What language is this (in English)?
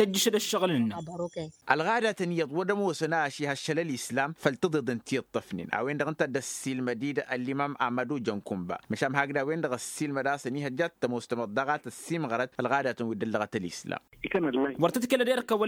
Tamasheq